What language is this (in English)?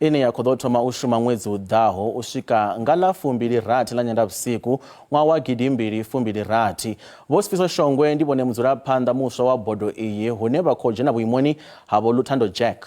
Venda